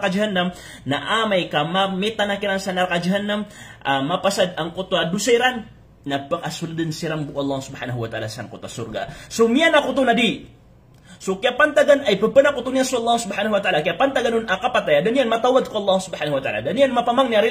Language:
Maranao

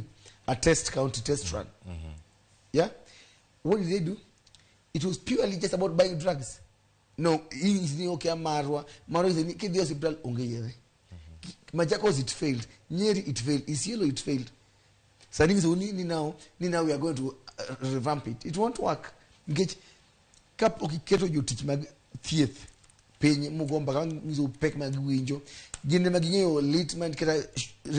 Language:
Luo (Kenya and Tanzania)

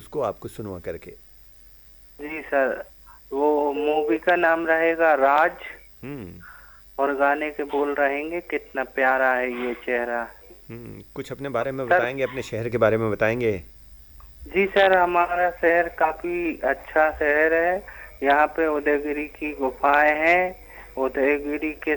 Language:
Hindi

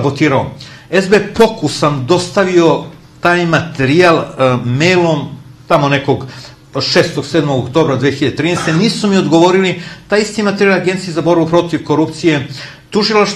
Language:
Serbian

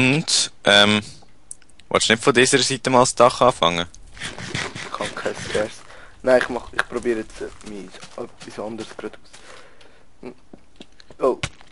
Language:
Swiss German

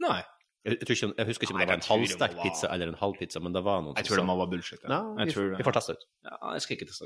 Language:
Norwegian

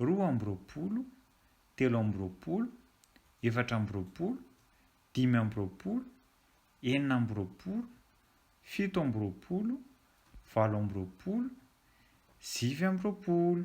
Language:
Malagasy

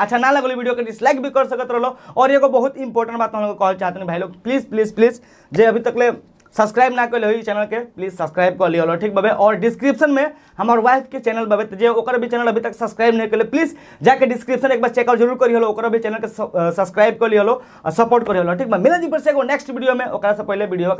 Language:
Bhojpuri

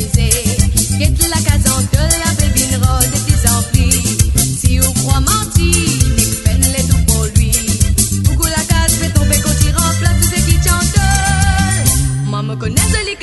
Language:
Morisyen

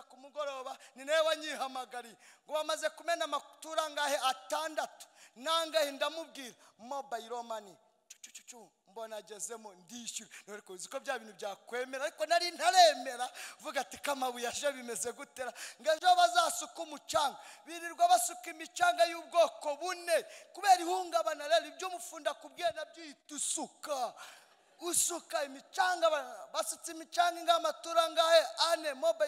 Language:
Kinyarwanda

